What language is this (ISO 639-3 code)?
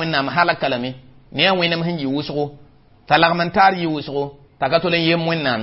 mos